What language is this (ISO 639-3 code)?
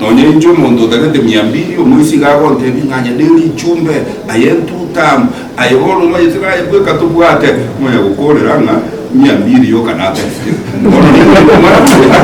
guz